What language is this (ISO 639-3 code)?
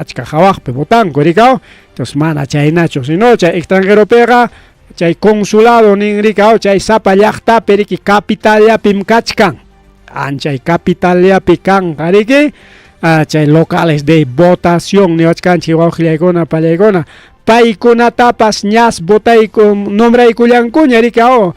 quy